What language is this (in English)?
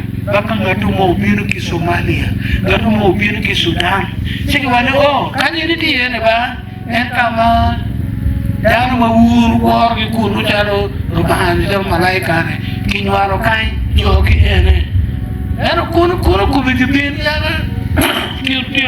Acoli